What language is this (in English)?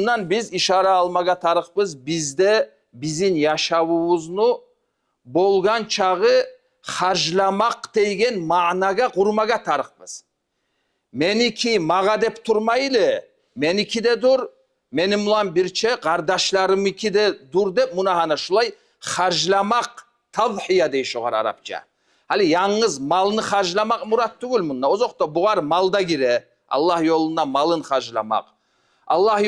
Kumyk